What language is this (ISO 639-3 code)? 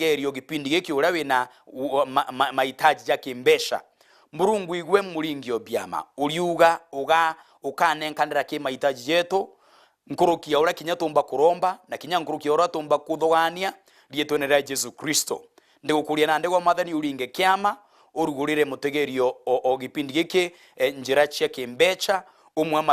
mer